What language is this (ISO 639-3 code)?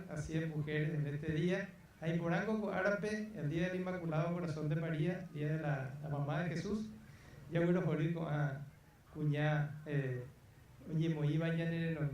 grn